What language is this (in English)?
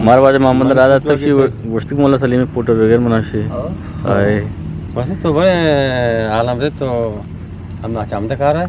Eastern Balochi